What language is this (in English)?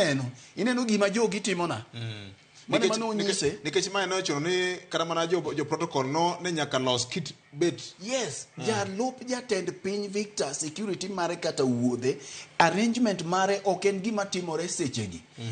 Luo (Kenya and Tanzania)